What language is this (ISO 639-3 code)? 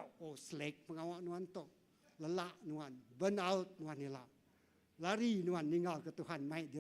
iba